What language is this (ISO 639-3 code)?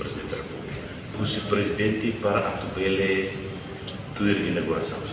tet